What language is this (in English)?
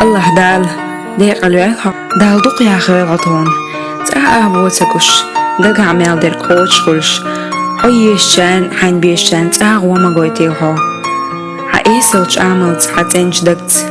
Chechen